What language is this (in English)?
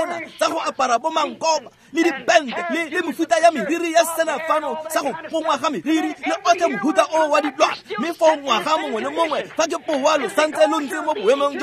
Tswana